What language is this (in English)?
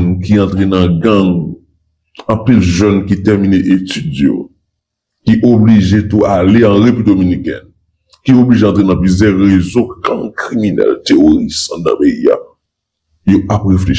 Haitian Creole